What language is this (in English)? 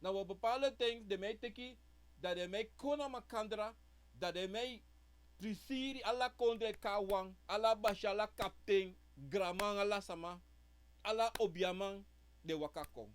Sranan Tongo